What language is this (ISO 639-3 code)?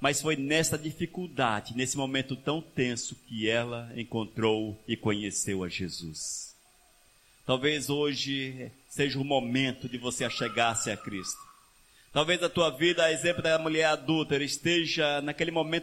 por